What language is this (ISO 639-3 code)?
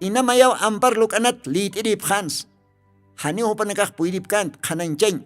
aym